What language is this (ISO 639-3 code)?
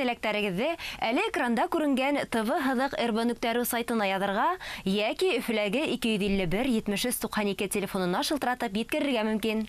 bak